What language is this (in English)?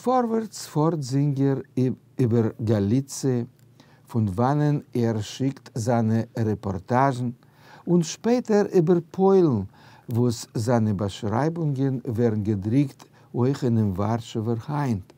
Yiddish